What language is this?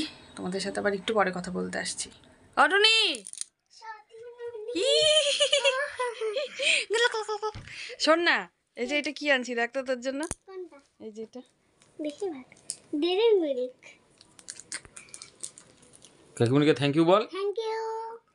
Bangla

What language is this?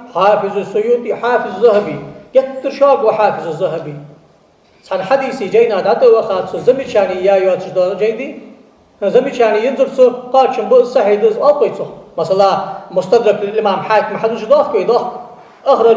Ingush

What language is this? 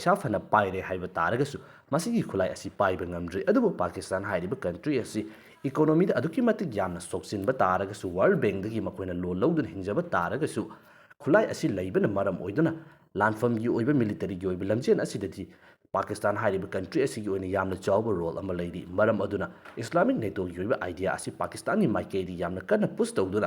Manipuri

